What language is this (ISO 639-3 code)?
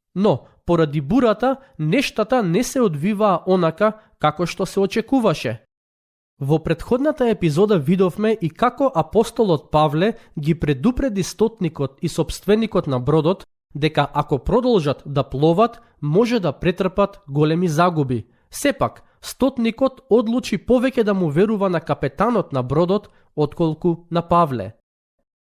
mkd